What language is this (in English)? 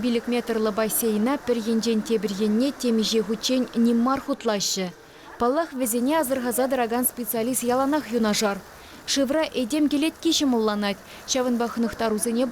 Chuvash